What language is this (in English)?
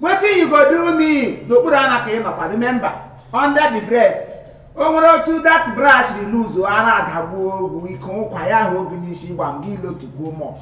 Igbo